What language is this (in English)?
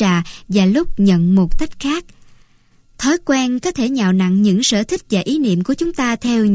Vietnamese